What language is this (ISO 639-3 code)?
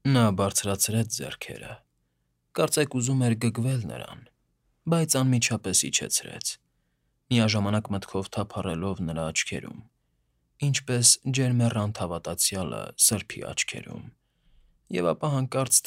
hye